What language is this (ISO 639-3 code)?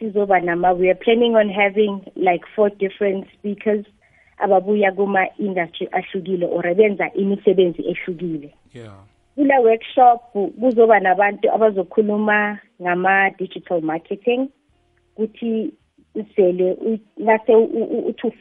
nbl